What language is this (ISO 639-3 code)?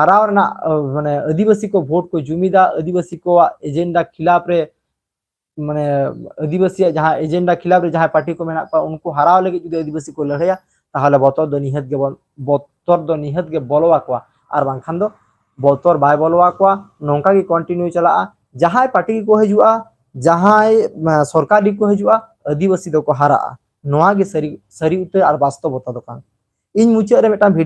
sat